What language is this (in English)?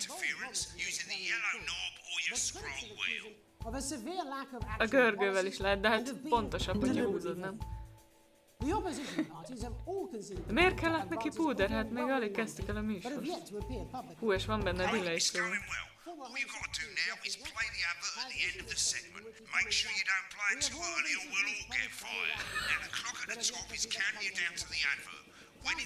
Hungarian